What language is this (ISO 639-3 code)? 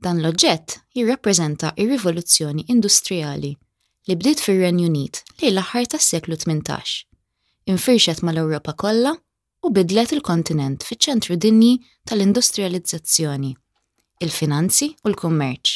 mlt